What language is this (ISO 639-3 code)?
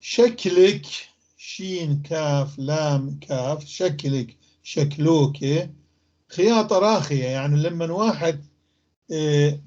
apc